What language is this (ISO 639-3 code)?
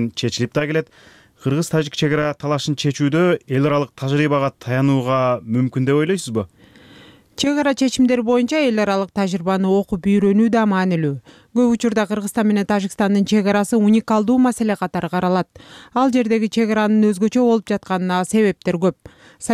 kir